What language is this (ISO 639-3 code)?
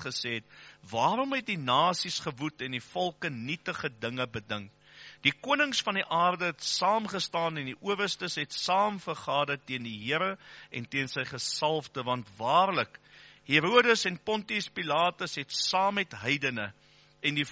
afr